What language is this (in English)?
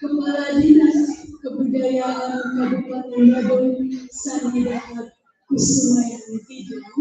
Balinese